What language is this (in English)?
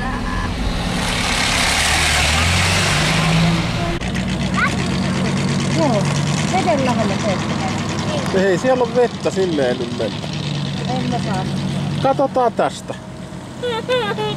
Finnish